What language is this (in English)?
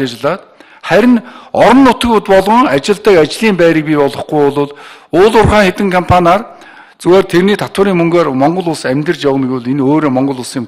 Mongolian